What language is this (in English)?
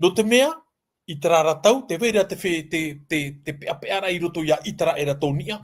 Tahitian